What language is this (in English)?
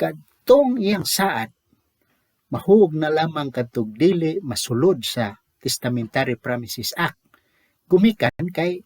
Cebuano